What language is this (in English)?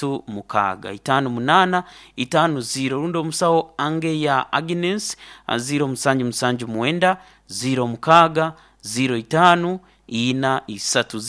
Nyoro